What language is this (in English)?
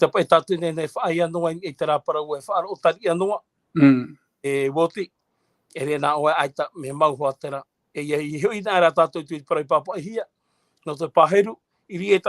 Tahitian